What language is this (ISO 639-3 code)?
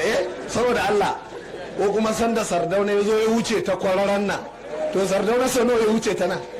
hau